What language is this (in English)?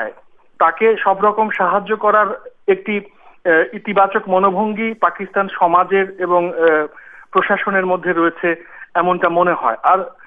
Bangla